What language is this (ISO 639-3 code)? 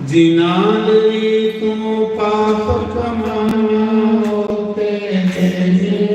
doi